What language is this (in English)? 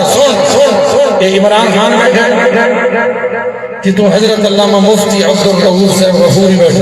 Saraiki